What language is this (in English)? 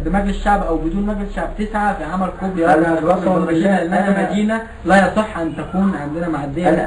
Egyptian Arabic